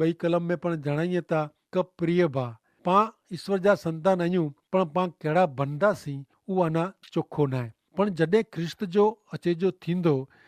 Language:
Kachhi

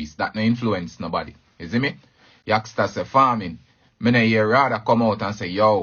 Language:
Jamaican Creole English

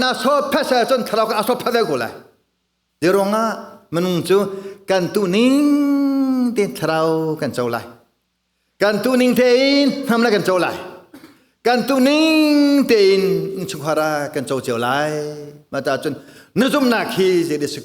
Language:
Hakha Chin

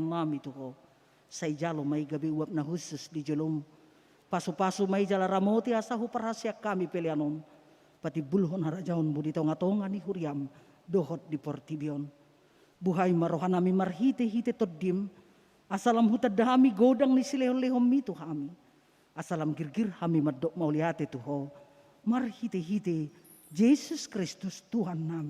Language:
Batak Toba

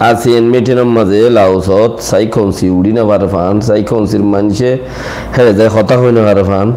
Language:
Rohingya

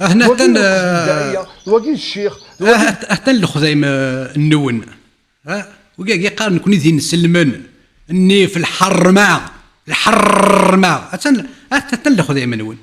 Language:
Kabyle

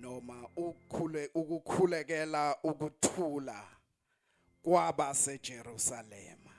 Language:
Zulu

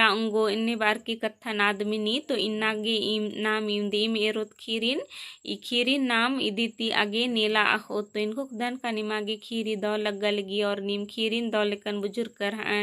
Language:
Kurukh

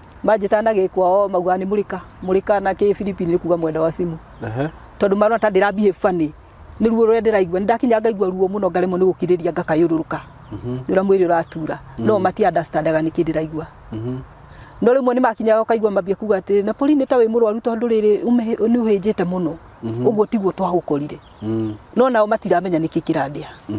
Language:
Kikuyu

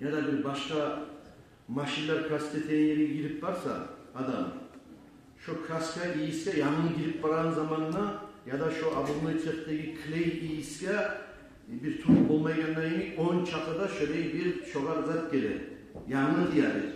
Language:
Kumyk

